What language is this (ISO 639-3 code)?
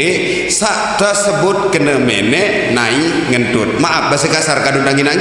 sas